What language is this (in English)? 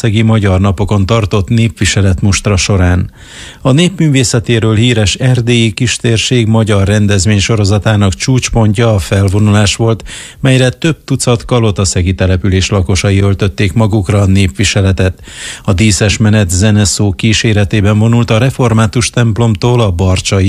Hungarian